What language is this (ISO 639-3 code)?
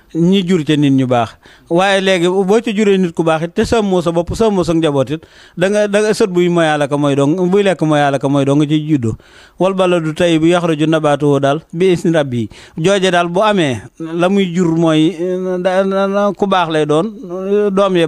wol